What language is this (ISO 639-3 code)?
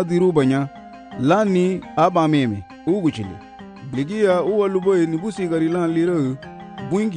cab